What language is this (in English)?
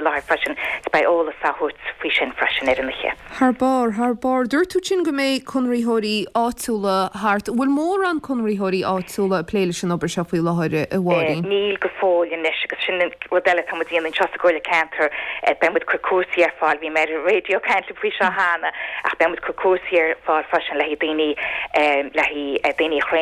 Irish